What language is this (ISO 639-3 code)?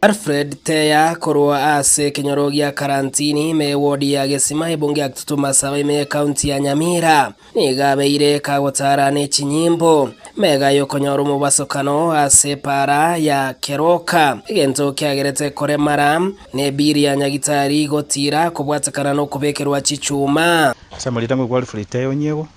guz